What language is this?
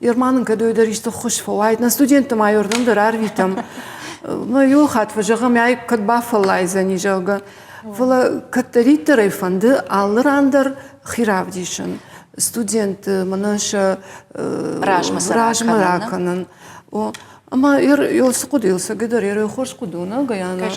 Ossetic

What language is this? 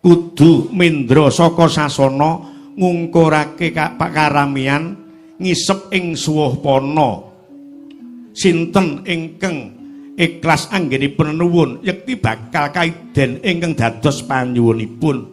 Javanese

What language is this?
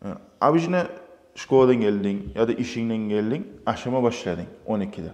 Kumyk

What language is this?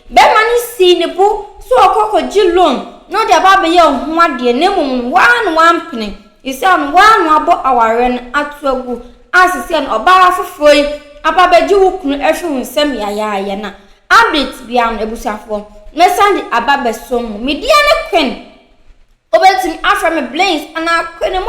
Akan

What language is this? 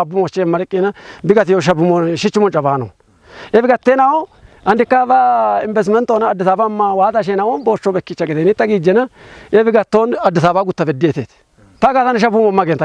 Kafa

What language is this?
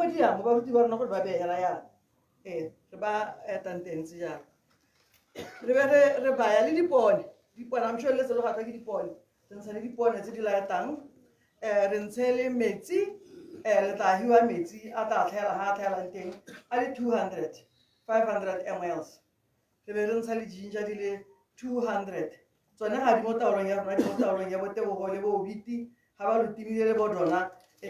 Tswana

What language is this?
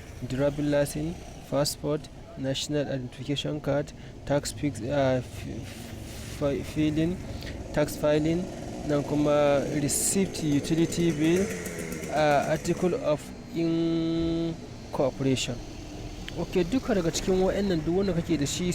Hausa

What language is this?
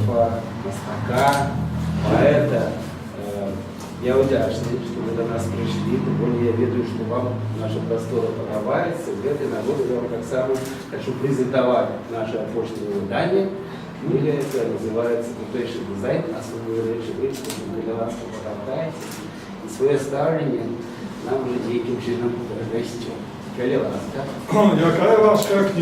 Belarusian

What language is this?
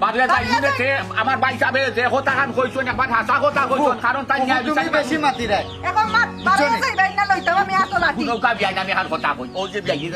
Sylheti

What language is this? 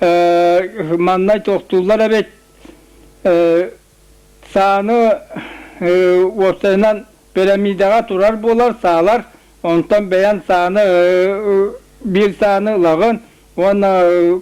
Yakut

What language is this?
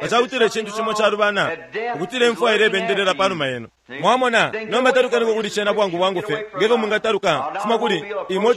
Bemba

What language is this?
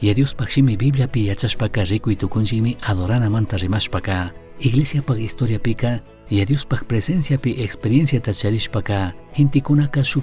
Chimborazo Highland Quichua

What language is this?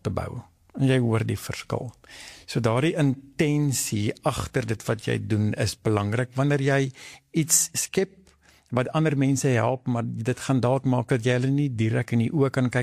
Afrikaans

